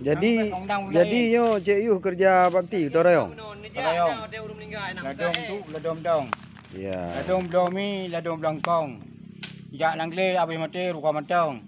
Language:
Achinese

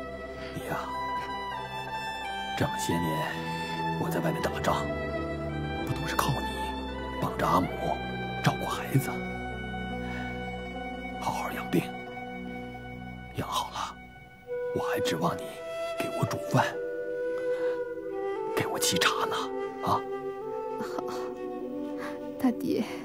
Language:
Chinese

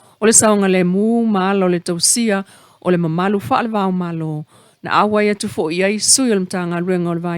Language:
Samoan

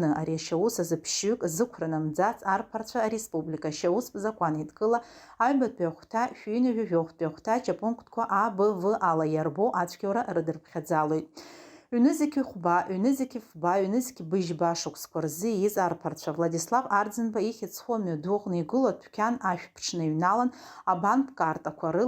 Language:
Abkhazian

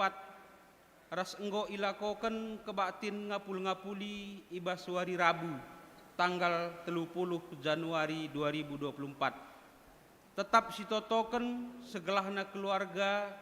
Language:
Batak Karo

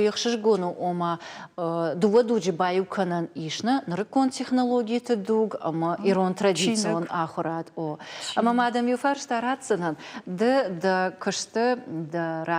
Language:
Ossetic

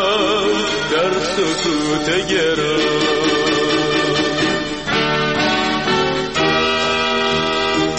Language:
Persian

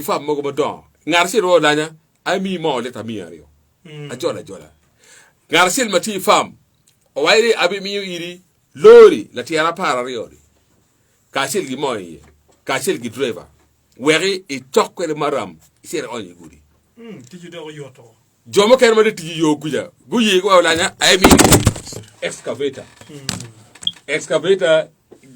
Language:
Acoli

